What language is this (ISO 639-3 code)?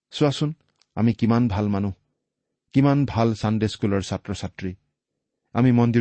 asm